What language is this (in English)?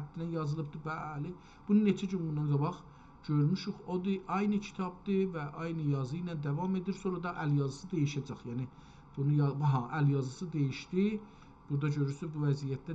South Azerbaijani